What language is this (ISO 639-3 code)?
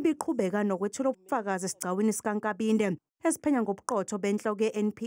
zul